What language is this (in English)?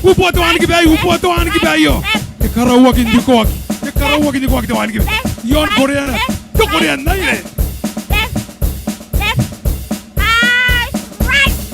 Gilbertese